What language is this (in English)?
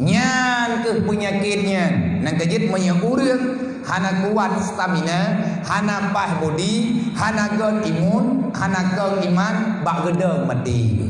Achinese